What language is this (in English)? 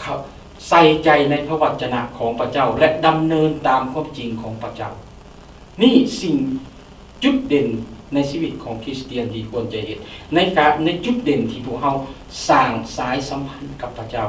Lao